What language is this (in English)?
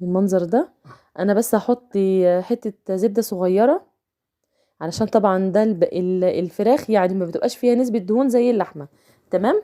Egyptian Arabic